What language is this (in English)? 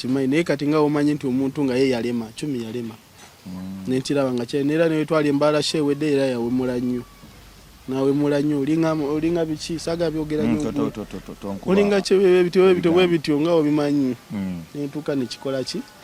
Ganda